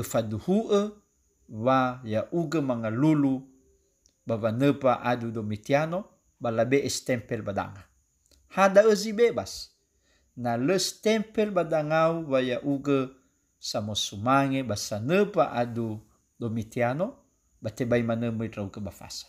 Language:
Nias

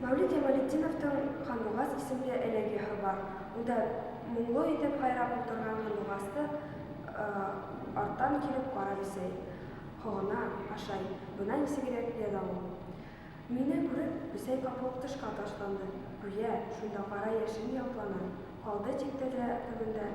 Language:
Bashkir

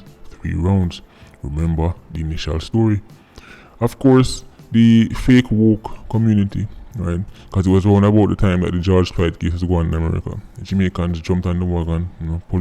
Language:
Jamaican Creole English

